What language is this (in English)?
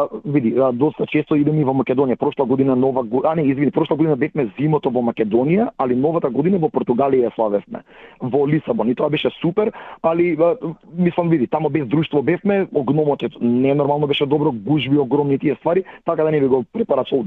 Macedonian